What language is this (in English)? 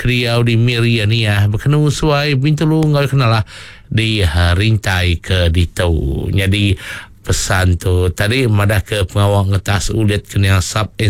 Iban